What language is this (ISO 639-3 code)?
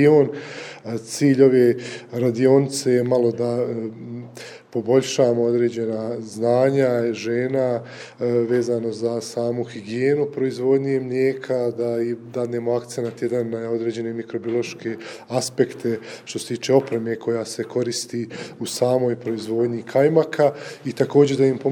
srp